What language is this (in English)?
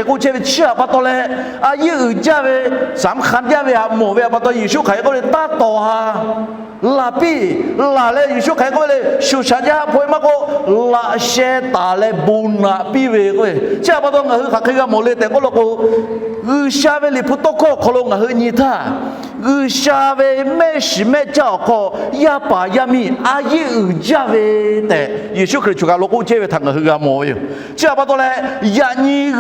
Lahu